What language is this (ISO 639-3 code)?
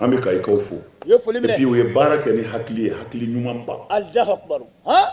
bam